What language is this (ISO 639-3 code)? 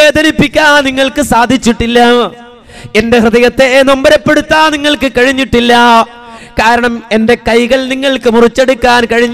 mal